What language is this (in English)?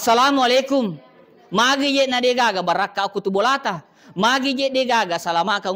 Buginese